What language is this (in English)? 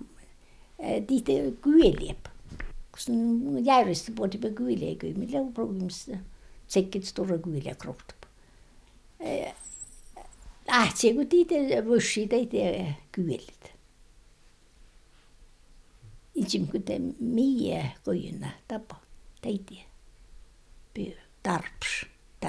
Tornedalen Finnish